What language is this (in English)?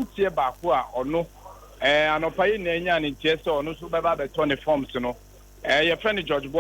Akan